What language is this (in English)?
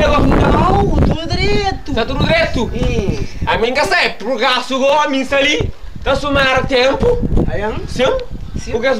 Kabuverdianu